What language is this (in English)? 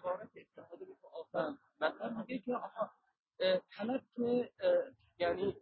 Persian